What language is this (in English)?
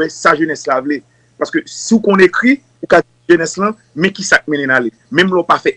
Haitian Creole